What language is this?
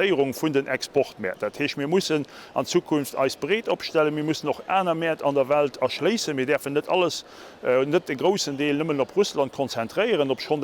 Luxembourgish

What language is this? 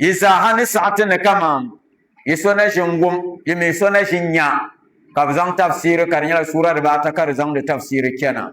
Dagbani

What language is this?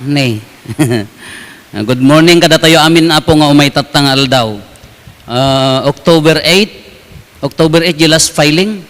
Iloko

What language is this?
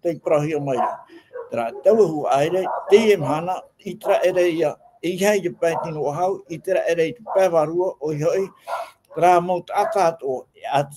Tahitian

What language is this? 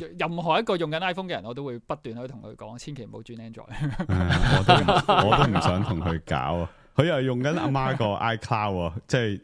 Cantonese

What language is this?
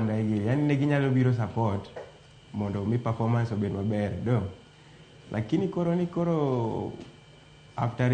Luo (Kenya and Tanzania)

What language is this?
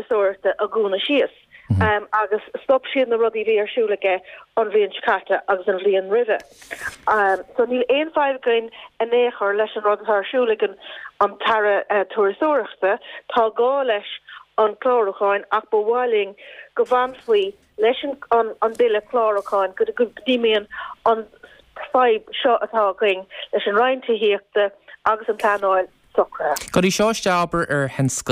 Irish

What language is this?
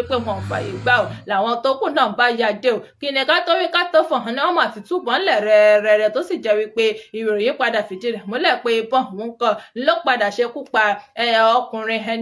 Yoruba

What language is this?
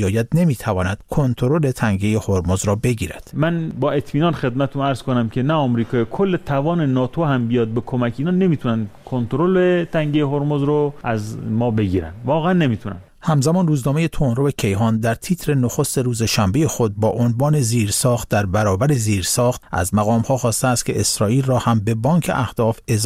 Persian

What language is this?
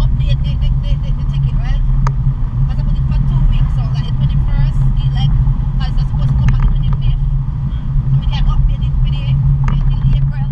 Jamaican Creole English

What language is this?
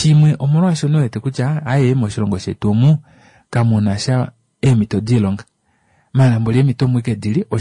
Kuanyama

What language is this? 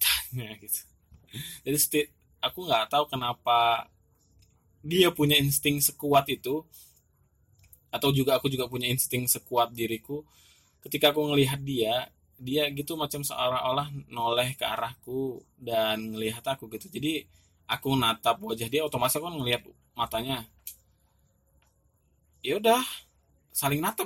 Indonesian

